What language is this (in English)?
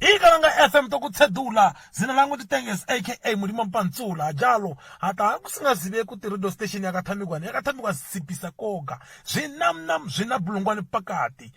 Kalanga